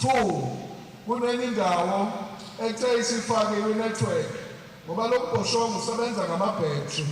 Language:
Zulu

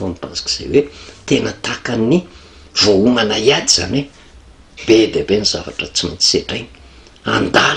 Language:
Malagasy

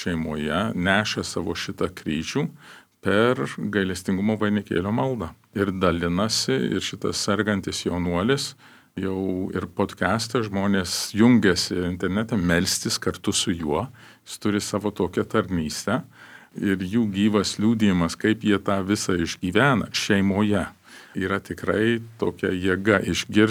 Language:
Lithuanian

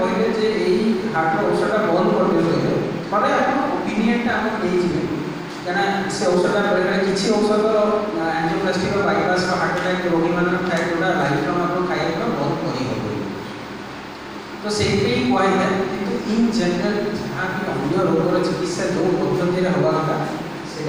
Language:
Odia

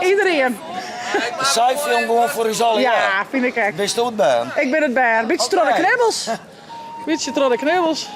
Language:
Western Frisian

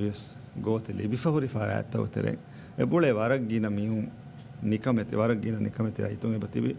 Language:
Divehi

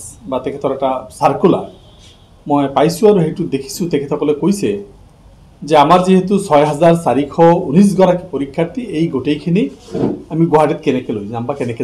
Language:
Assamese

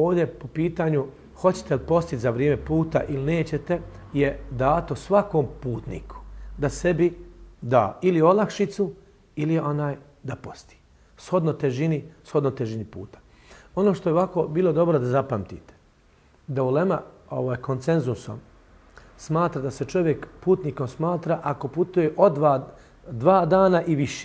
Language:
Bosnian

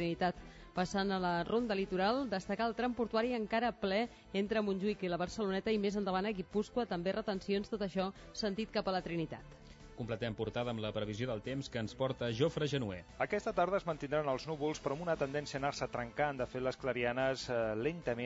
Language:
Catalan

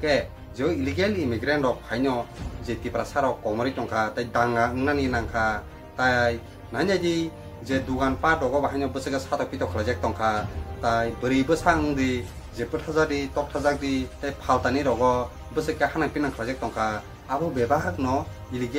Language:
Kok Borok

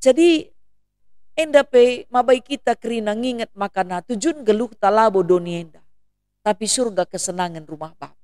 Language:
Batak Karo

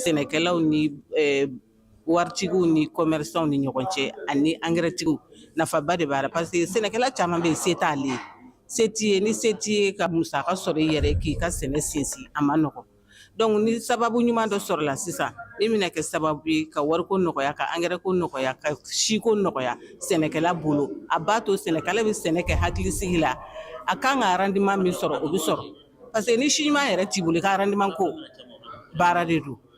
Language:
Bambara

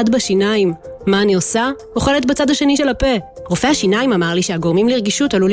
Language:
Hebrew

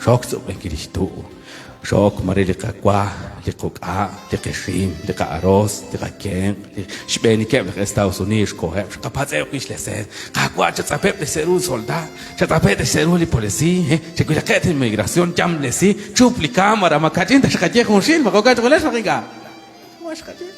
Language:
Kekchí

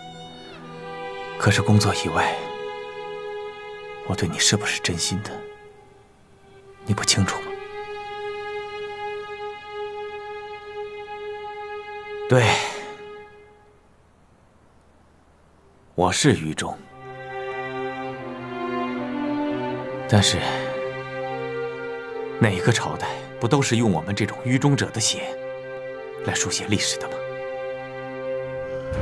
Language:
Chinese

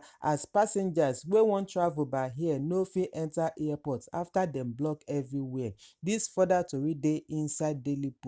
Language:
Nigerian Pidgin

